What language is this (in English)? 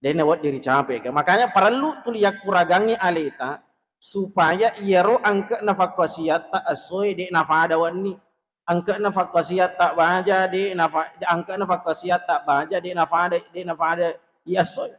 Buginese